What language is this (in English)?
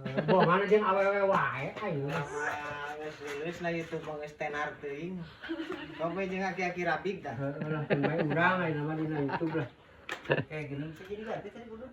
Sundanese